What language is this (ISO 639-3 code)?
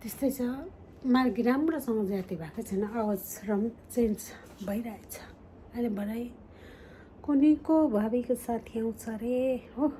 nep